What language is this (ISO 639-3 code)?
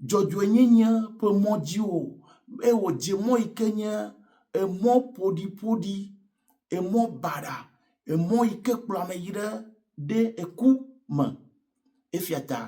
ewe